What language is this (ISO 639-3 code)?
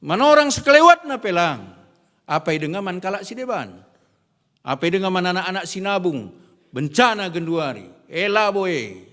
btx